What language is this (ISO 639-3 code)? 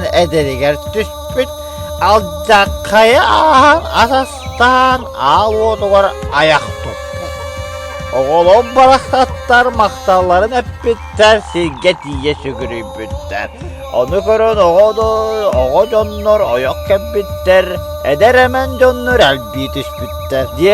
sah